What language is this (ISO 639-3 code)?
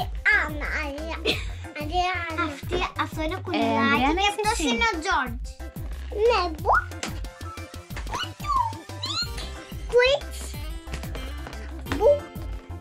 ell